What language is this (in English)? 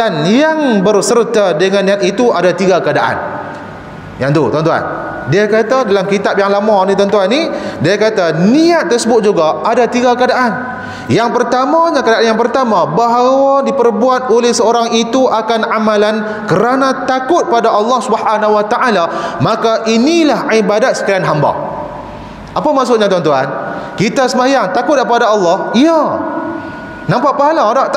Malay